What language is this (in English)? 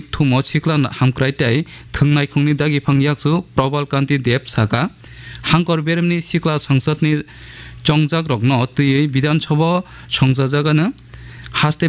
Kok Borok